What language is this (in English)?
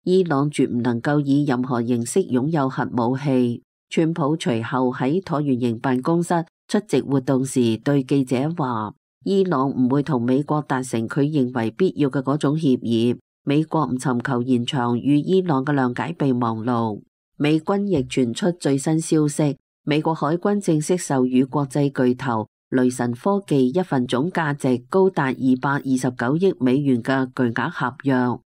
Cantonese